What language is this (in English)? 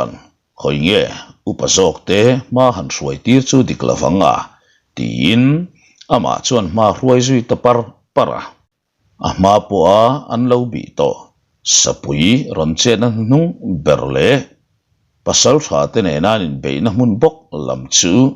Mizo